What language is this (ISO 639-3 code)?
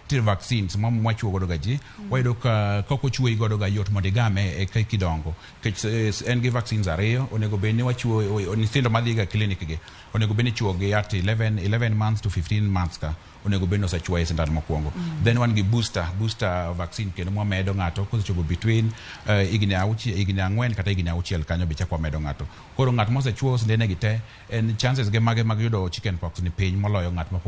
luo